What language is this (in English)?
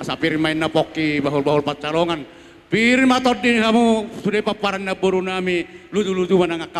Batak Toba